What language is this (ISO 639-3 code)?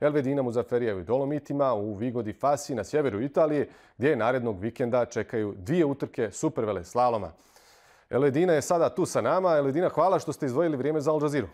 bos